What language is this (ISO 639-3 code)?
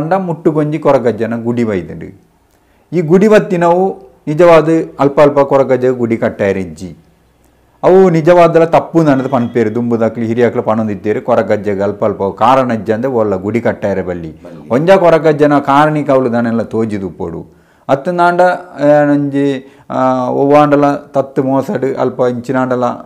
tcy